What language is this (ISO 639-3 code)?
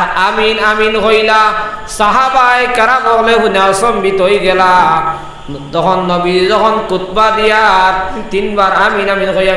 syl